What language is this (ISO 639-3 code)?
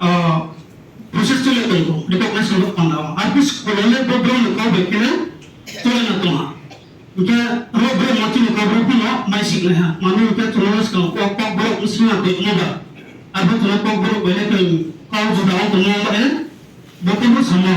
ria